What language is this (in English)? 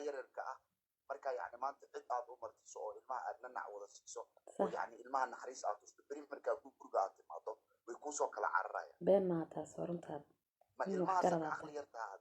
Somali